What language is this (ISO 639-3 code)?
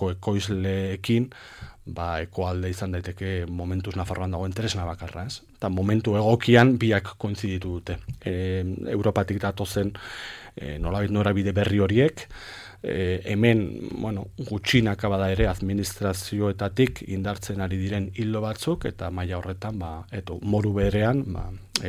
eus